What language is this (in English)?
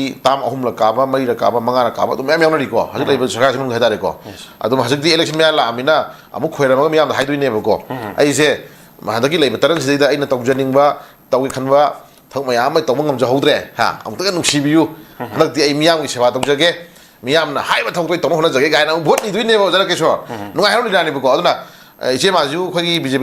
Manipuri